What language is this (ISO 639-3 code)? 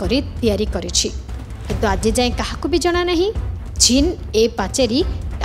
ori